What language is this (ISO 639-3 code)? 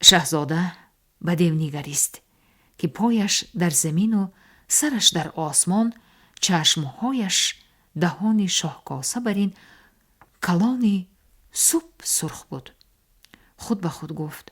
tgk